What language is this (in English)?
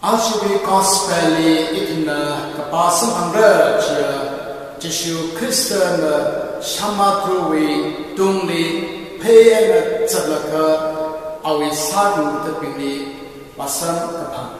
Tangkhul Naga (India)